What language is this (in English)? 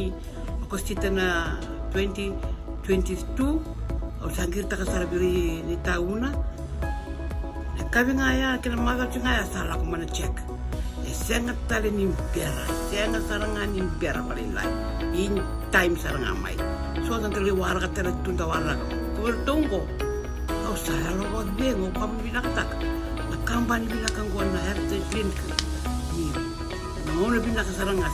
Fijian